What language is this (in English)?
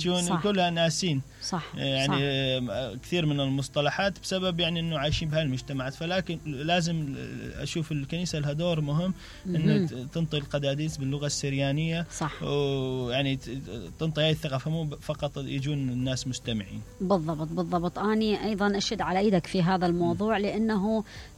Mesopotamian Arabic